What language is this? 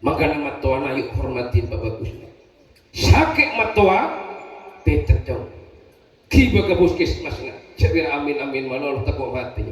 Madurese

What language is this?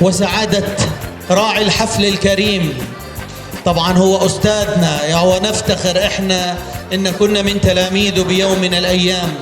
North Levantine Arabic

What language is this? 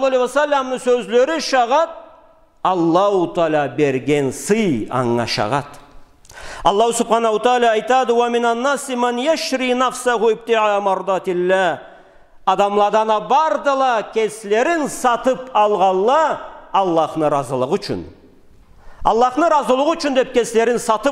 Karachay-Balkar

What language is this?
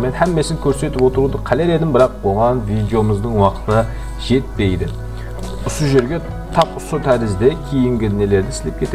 Kara-Kalpak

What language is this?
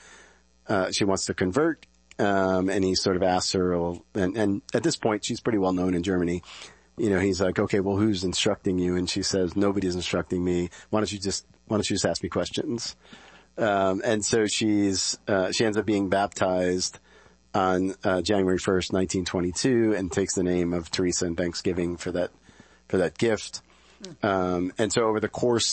English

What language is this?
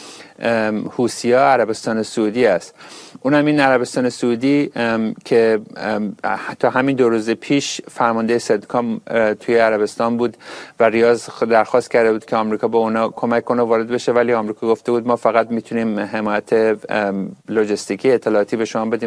Persian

